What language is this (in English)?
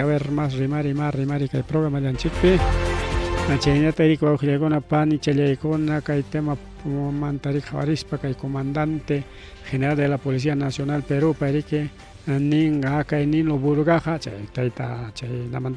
Ayacucho Quechua